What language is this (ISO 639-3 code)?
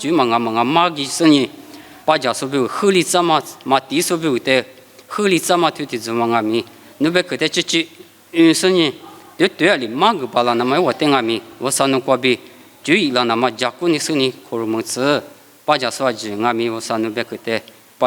lis